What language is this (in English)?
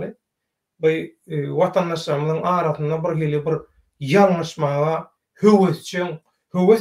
Turkmen